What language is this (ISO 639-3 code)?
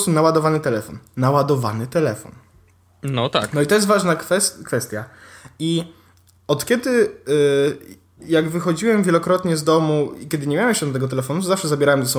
pol